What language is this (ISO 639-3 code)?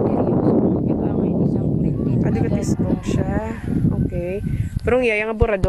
hil